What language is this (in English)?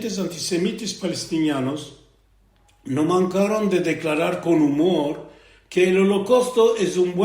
Ladino